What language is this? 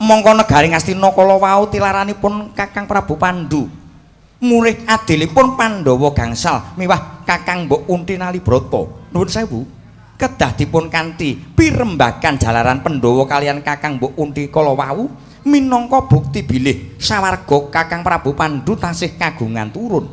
Javanese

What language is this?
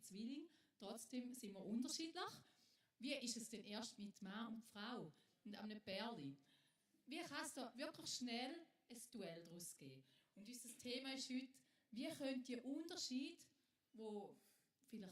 Swiss German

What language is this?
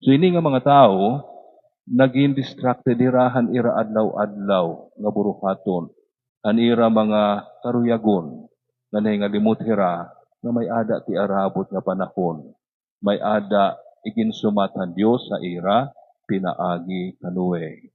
Waray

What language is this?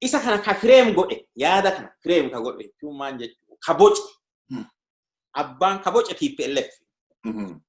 Oromo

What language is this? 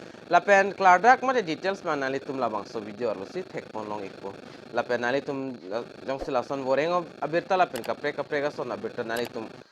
Karbi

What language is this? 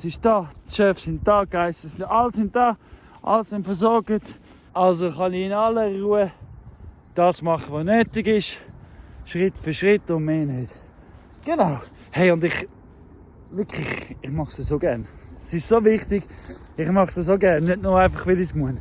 Swiss German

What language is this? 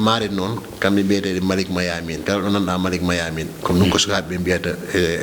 Fula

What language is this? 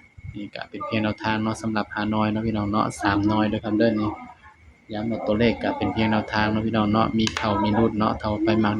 Northeastern Thai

